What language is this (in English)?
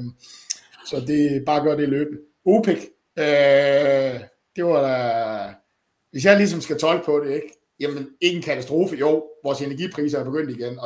Danish